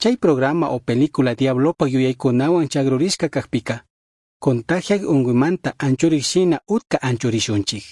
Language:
Chimborazo Highland Quichua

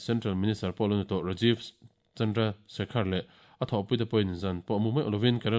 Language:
Mizo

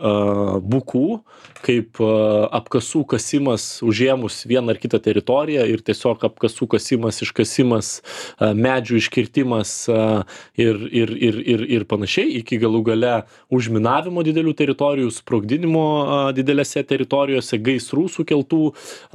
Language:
Lithuanian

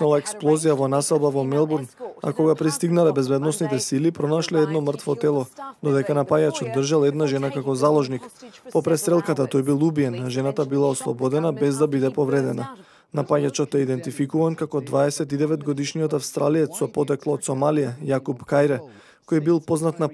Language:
Macedonian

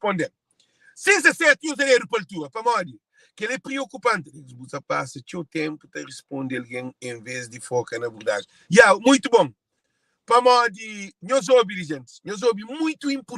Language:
Kabuverdianu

